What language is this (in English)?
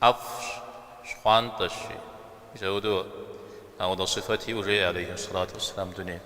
Kabardian